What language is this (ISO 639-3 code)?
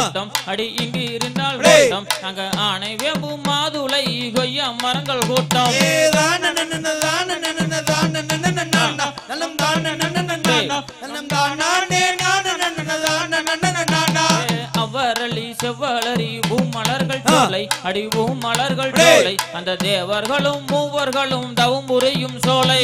tam